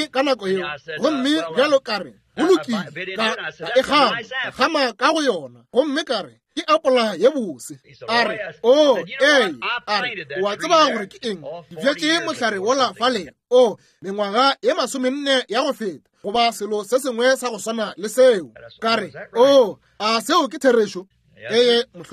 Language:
Northern Sotho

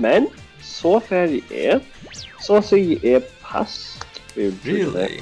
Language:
Faroese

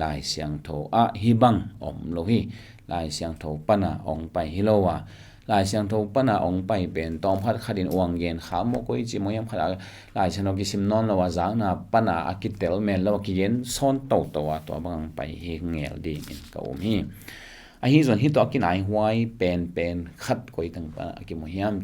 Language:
Tedim Chin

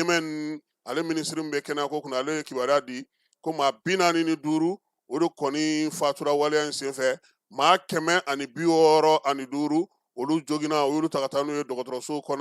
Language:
Bambara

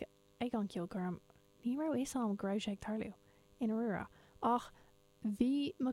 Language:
Irish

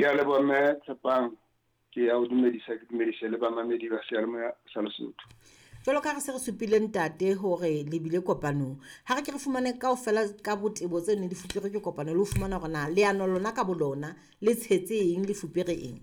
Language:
Southern Sotho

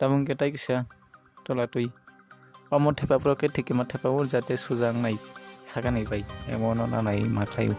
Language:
Kok Borok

